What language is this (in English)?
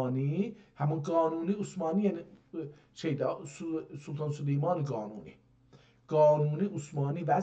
South Azerbaijani